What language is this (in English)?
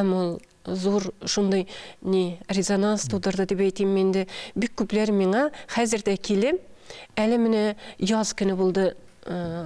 Tatar